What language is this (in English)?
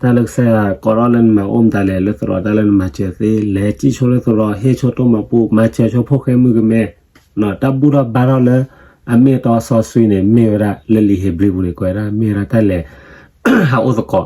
S'gaw Karen